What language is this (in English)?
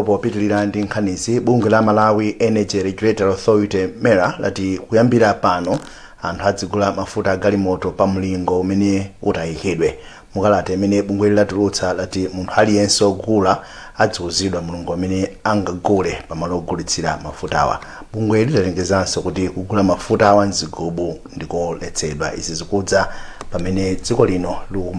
Nyanja